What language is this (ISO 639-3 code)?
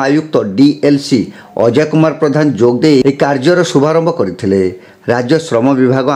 ori